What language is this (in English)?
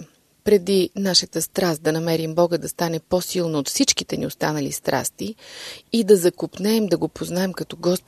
Bulgarian